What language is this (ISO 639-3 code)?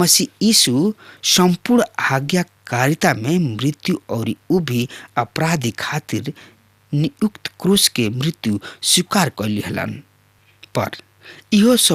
bho